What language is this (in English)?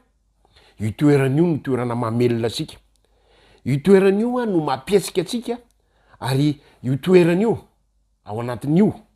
Malagasy